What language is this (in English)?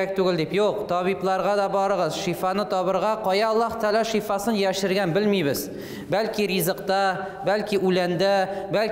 Tatar